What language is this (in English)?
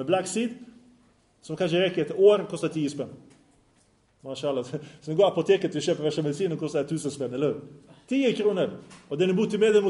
Swedish